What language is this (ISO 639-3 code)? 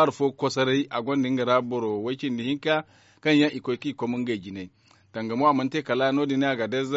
dje